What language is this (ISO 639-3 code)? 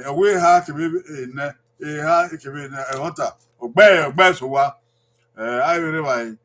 bin